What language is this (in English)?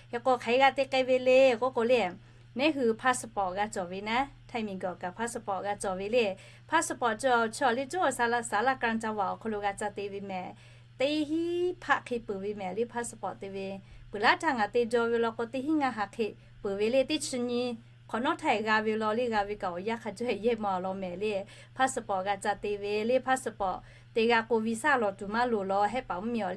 Lahu